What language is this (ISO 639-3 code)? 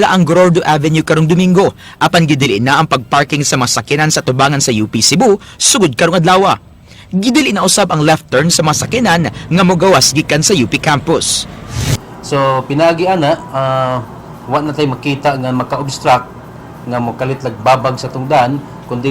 ceb